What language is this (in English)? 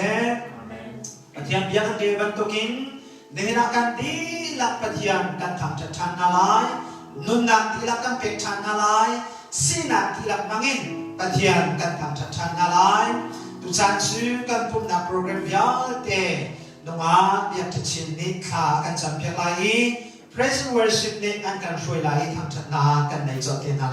Hakha Chin